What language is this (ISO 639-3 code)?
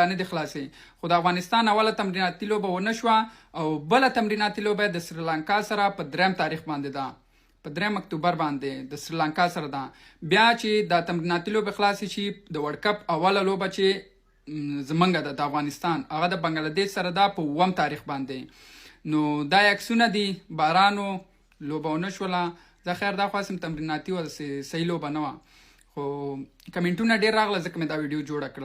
pus